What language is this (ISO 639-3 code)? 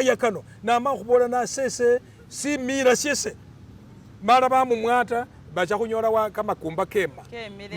myx